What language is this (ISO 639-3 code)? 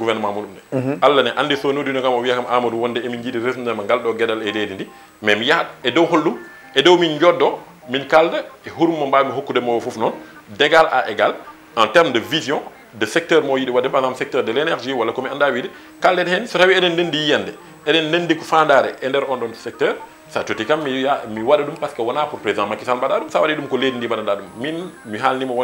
ful